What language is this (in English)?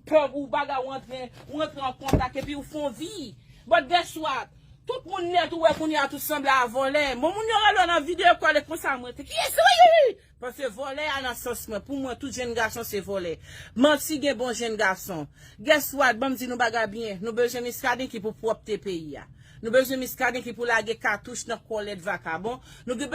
Haitian Creole